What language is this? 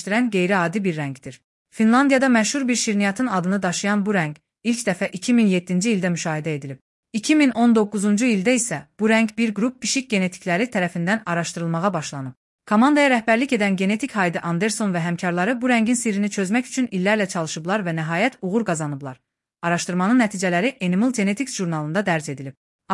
Azerbaijani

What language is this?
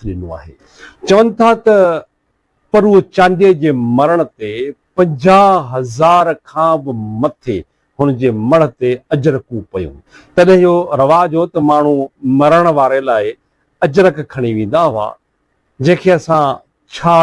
Sindhi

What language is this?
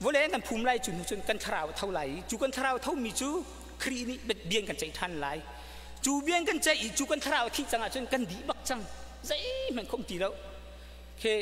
Hakha Chin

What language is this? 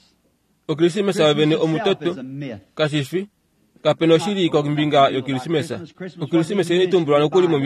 Kuanyama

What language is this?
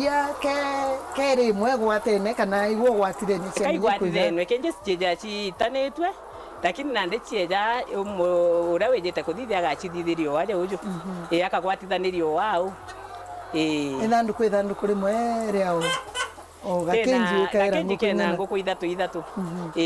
Meru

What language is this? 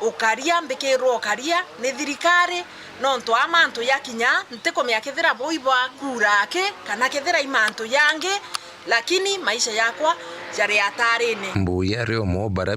Meru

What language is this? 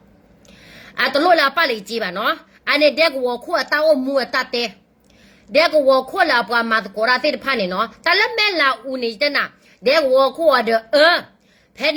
S'gaw Karen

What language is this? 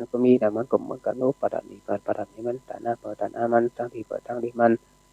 Shan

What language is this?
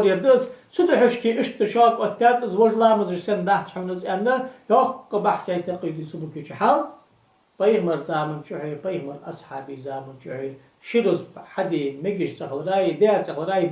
Ingush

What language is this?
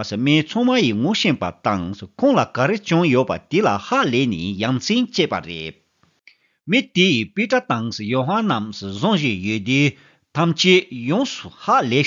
Tibetan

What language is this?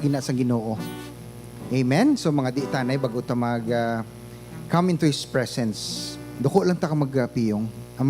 Hiligaynon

